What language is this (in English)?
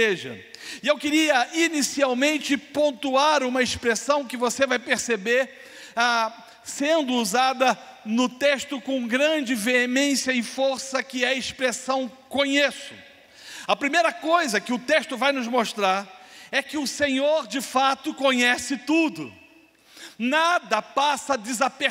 Portuguese